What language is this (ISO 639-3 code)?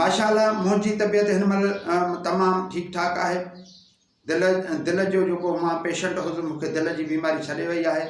snd